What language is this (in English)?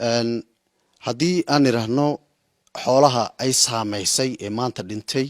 Somali